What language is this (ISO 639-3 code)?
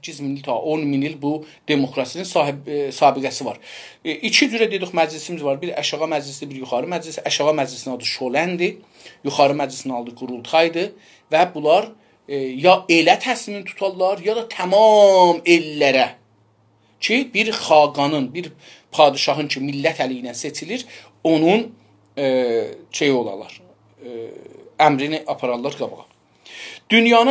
azb